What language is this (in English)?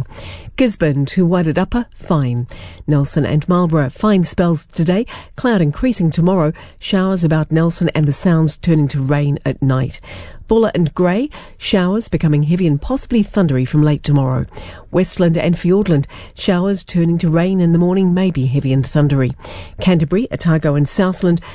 English